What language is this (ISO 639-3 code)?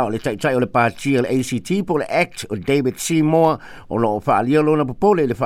smo